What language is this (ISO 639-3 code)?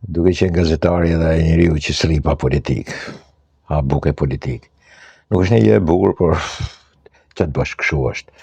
sqi